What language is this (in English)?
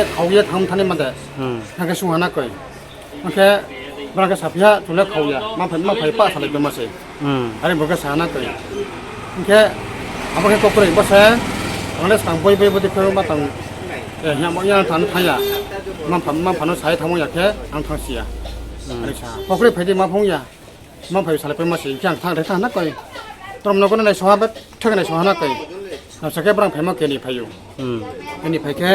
Riang (India)